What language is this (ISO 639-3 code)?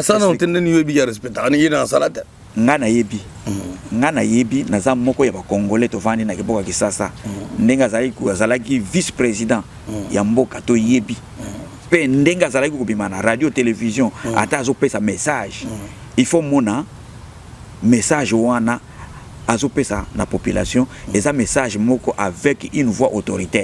lin